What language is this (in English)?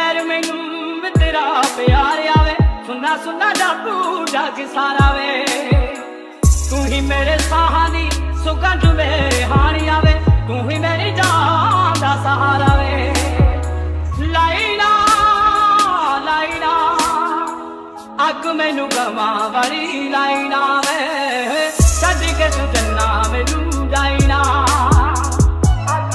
Punjabi